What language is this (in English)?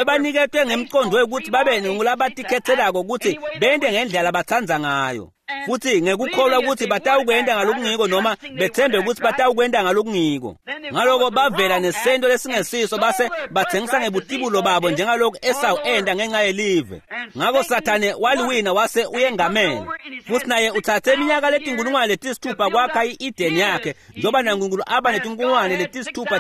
Swati